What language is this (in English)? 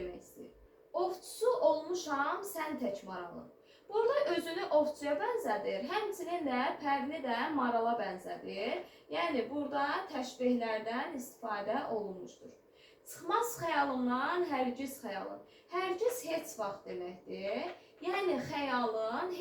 Azerbaijani